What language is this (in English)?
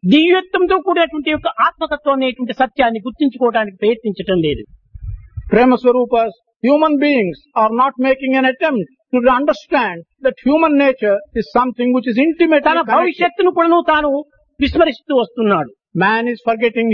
Telugu